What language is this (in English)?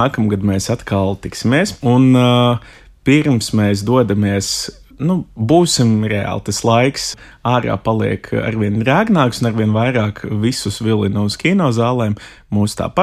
Latvian